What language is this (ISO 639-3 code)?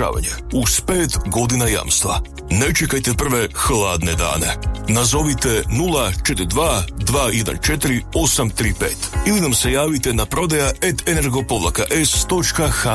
hrv